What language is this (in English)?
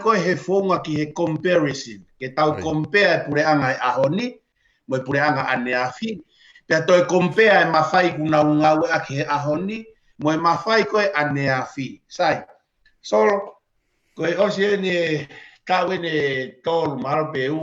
Tongan